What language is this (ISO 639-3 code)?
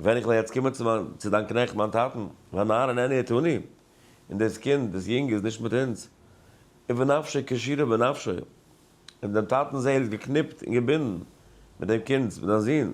yid